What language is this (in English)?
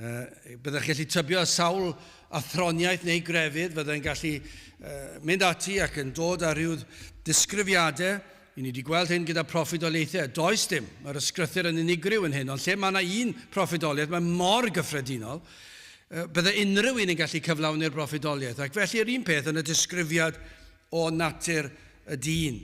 Welsh